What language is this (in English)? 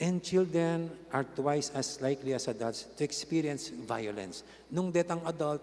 Pampanga